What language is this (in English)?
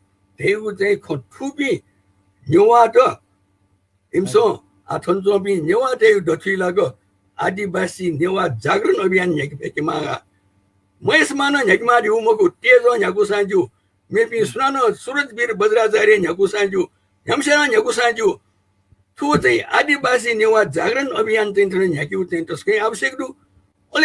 Newari